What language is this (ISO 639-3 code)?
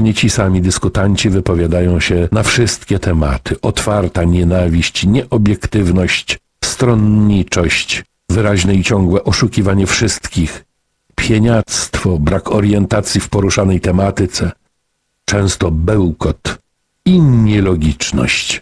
pol